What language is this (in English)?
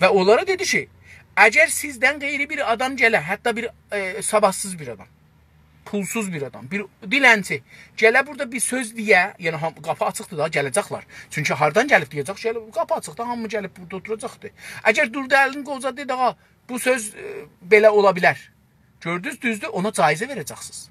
South Azerbaijani